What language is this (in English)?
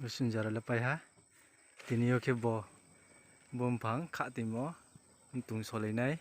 Riang (India)